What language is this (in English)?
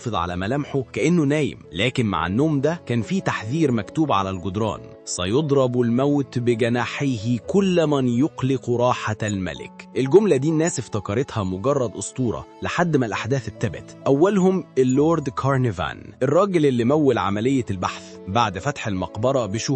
Egyptian Arabic